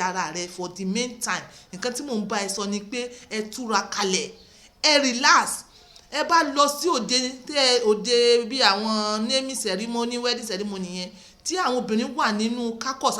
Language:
Yoruba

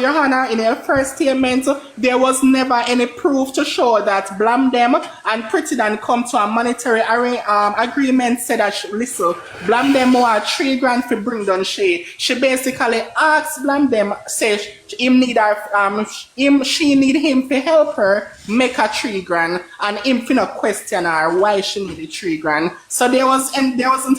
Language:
Jamaican Creole English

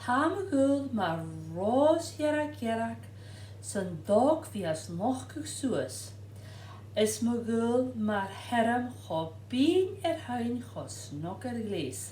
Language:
Scottish Gaelic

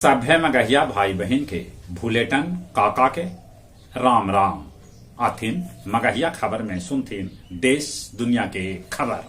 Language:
Magahi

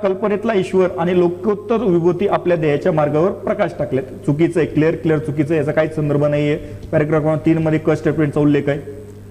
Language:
Marathi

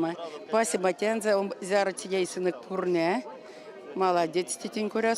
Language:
Erzya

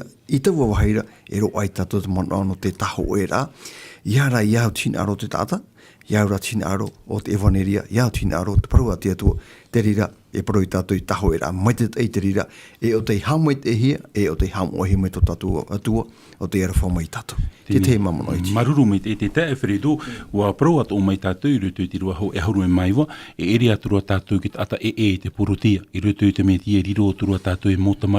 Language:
Tahitian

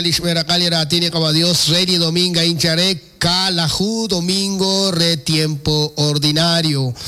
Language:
Kekchí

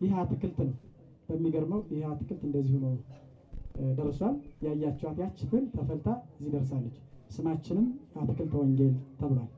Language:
Amharic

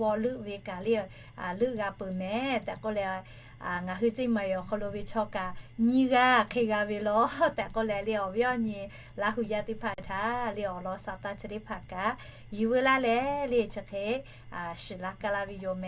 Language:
Lahu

